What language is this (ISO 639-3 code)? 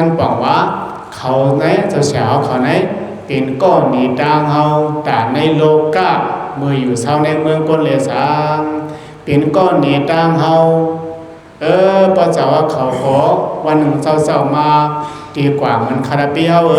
shn